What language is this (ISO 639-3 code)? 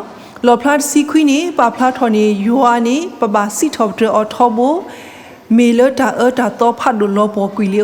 ksw